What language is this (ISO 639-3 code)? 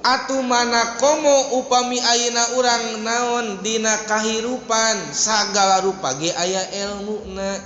sun